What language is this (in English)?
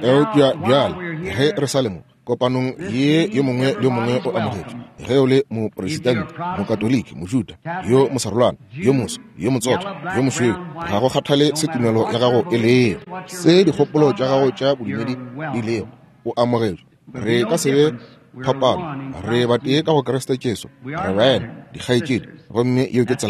Northern Sotho